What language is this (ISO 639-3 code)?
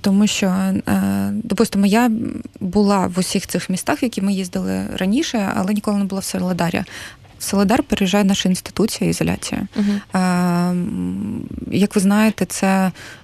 ukr